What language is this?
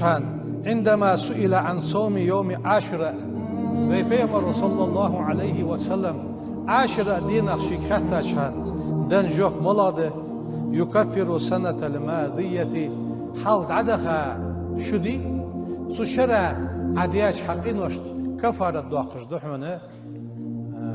Ingush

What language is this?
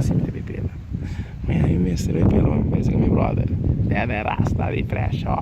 Papiamento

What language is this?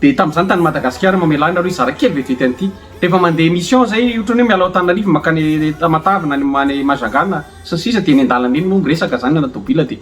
Malagasy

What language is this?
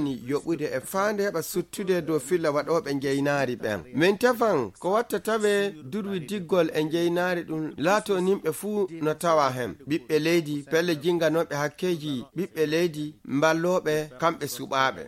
Fula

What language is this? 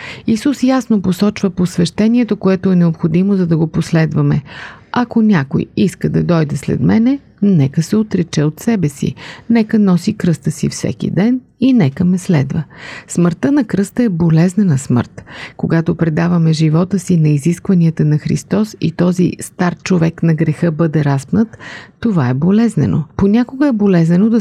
Bulgarian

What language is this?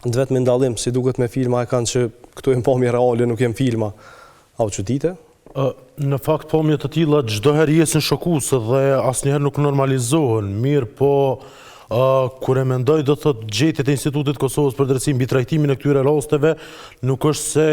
Albanian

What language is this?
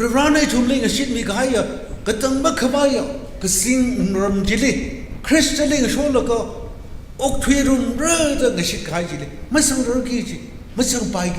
Tangkhul Naga (India)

